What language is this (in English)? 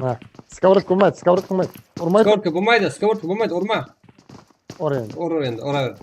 Kara-Kalpak